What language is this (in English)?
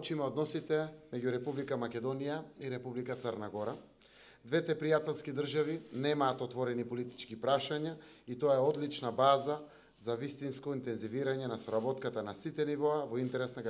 Macedonian